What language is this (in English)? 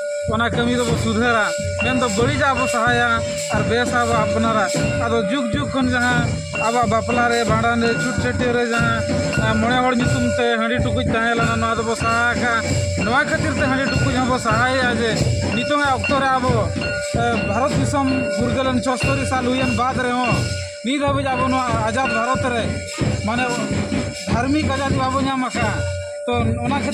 Santali